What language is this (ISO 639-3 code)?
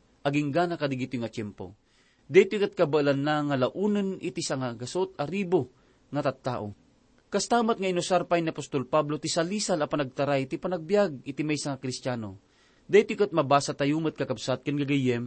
ilo